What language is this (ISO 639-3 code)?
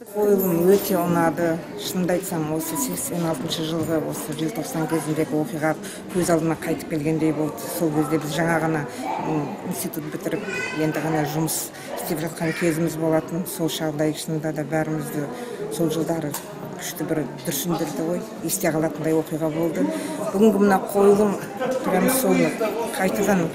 kaz